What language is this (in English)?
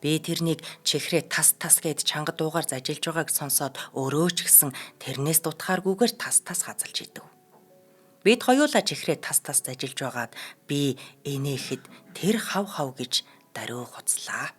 Mongolian